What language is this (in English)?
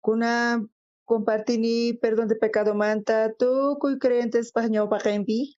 South Bolivian Quechua